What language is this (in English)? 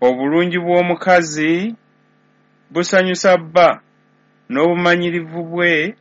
Ganda